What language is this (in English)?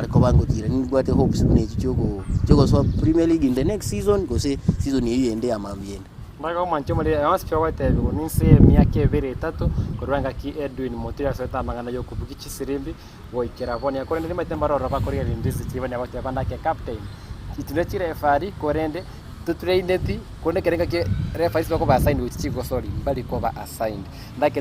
Gusii